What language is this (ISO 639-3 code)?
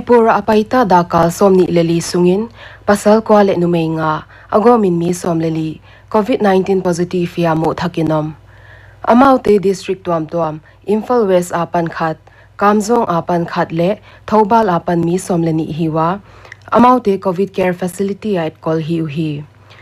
pck